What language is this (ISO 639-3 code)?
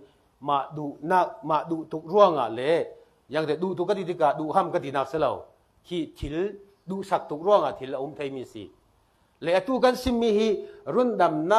cfm